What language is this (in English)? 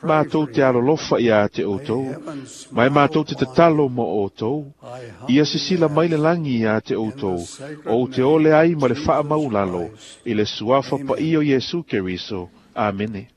Samoan